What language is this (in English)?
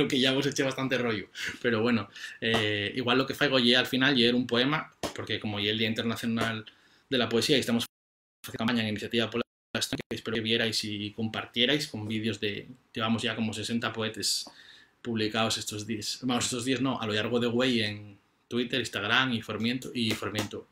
Asturian